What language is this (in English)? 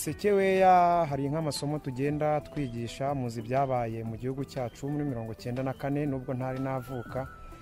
Kinyarwanda